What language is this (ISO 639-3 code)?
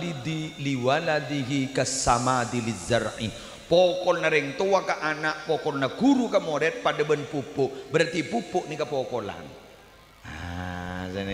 mad